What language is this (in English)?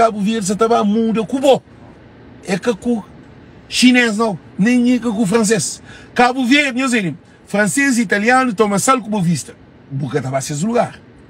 Kabuverdianu